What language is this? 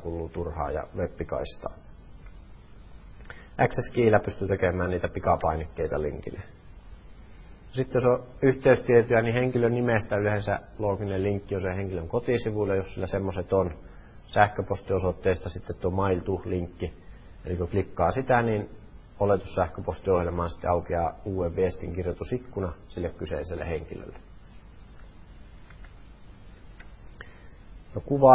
Finnish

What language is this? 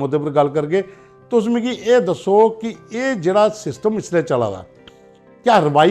Dogri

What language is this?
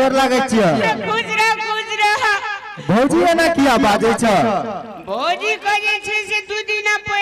Maithili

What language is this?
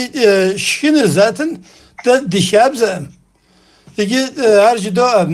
Kabardian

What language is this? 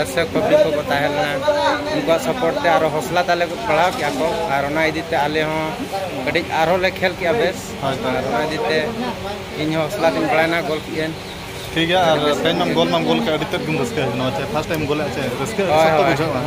Santali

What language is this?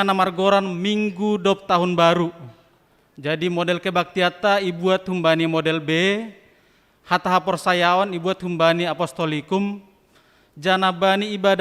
Batak Simalungun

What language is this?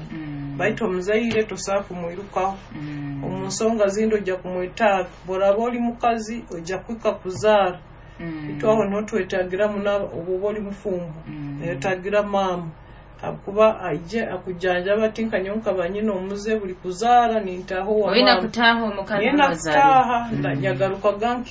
Nyoro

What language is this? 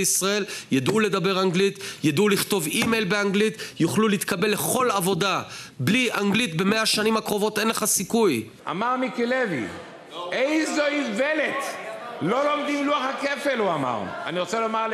Hebrew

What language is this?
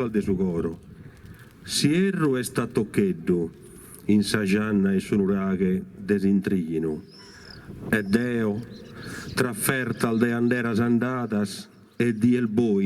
Sardinian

